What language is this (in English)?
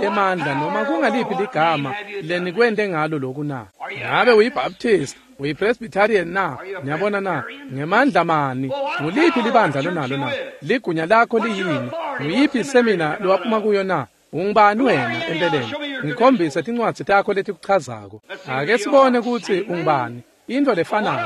Swati